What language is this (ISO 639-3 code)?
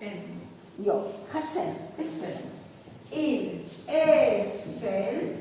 yid